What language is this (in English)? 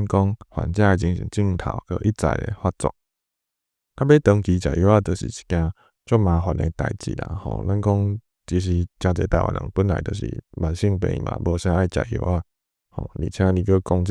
Min Nan Chinese